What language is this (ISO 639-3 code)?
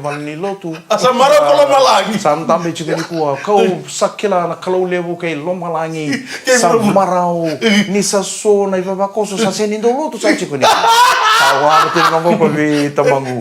fij